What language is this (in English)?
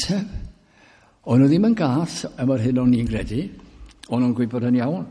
Welsh